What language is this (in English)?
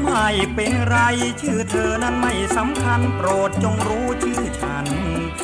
Thai